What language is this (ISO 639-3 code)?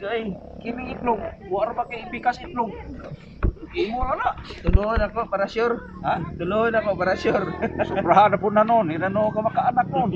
ceb